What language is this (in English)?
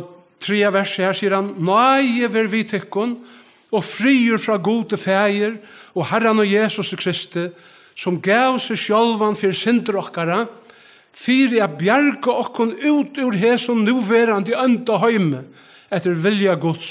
Faroese